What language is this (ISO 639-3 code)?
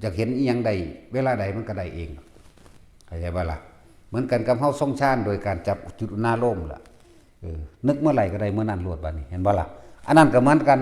tts